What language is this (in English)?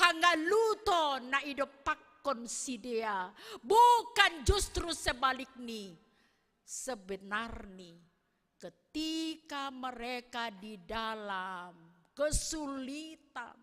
Batak Simalungun